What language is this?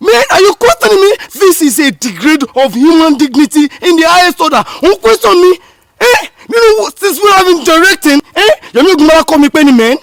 Yoruba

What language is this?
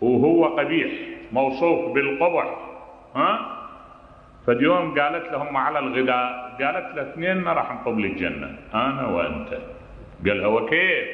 Mesopotamian Arabic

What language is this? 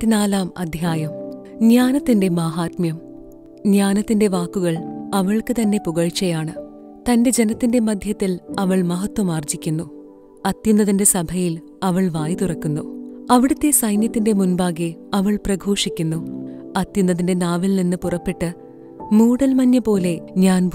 Malayalam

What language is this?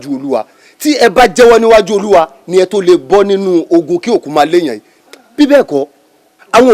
Yoruba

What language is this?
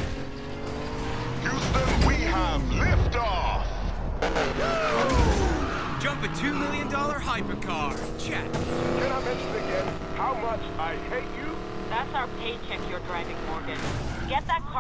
English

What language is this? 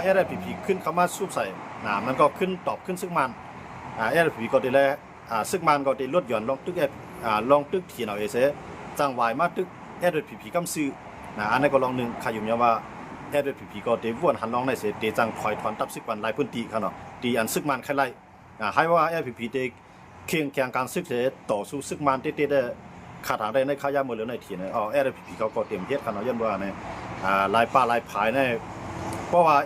Shan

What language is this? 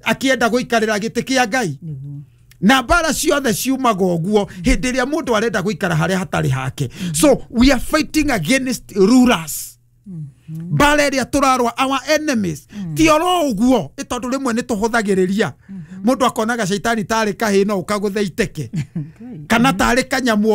Kikuyu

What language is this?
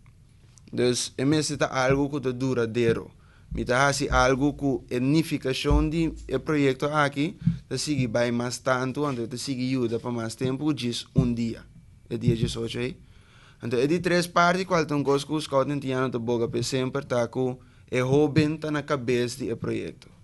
Papiamento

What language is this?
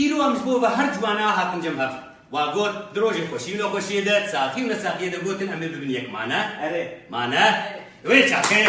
Kurdish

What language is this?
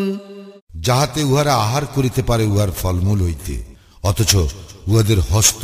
Bangla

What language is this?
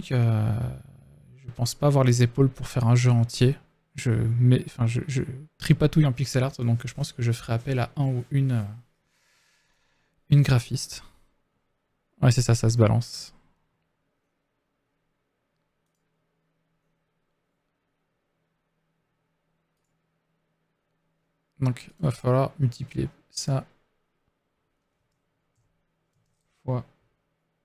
French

